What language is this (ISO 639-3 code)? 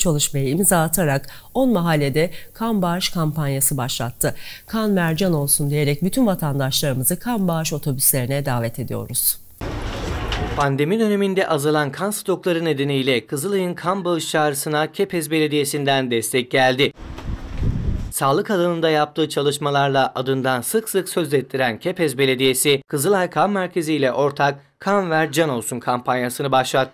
tur